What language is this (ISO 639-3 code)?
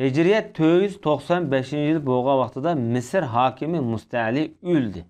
uig